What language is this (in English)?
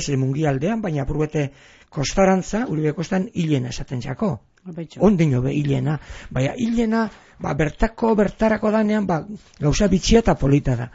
Basque